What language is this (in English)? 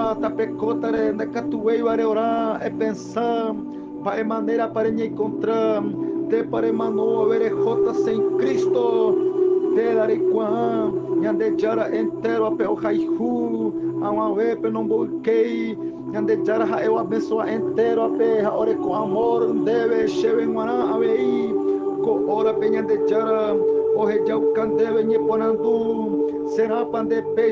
Guarani